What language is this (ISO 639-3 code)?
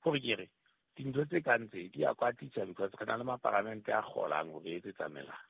sot